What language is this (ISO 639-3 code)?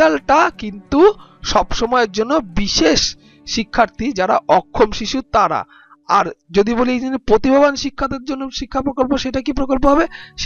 ben